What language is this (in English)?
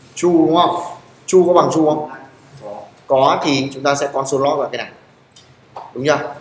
Vietnamese